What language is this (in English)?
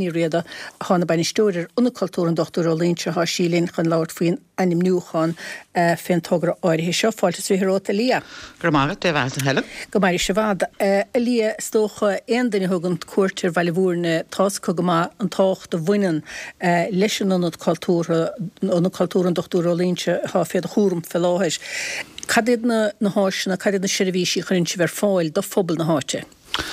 Irish